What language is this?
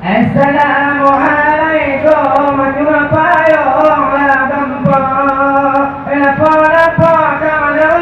Achinese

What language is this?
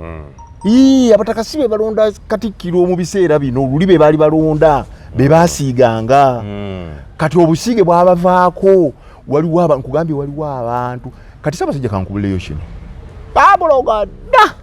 Ganda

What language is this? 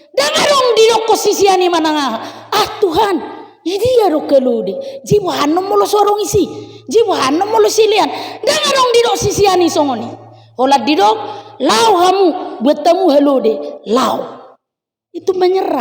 Batak Toba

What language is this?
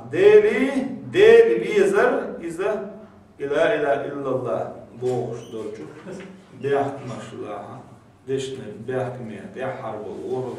Chechen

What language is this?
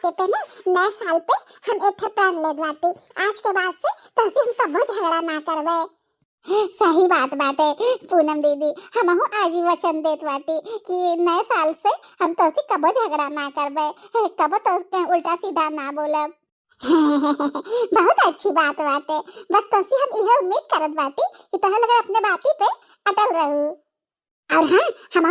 Bhojpuri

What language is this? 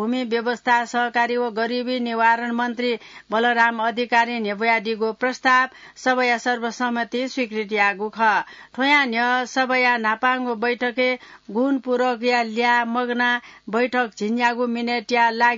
Newari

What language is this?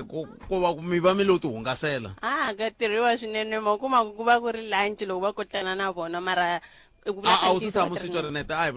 Tsonga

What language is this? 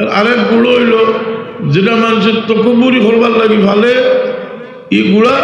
Sylheti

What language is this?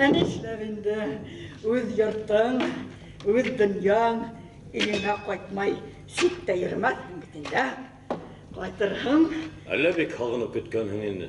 Bashkir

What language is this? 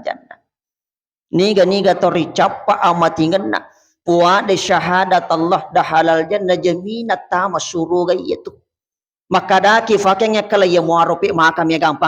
Buginese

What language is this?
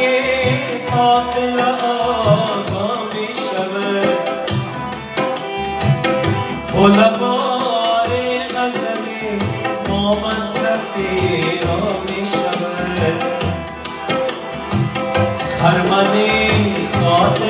Persian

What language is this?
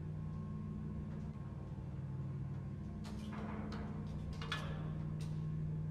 German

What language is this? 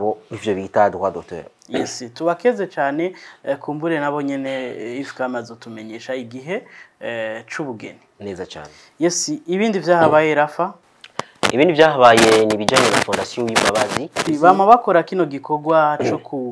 Rundi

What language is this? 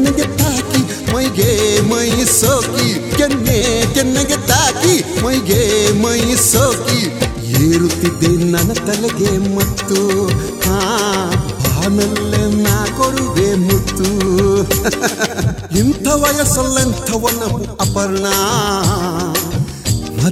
Kannada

